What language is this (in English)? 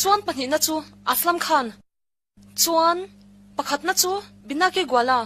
Mizo